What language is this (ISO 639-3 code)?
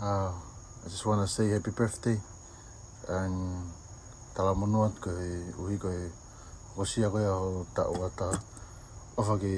ton